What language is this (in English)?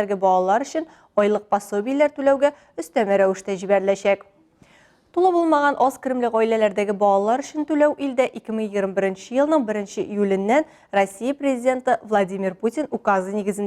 Tatar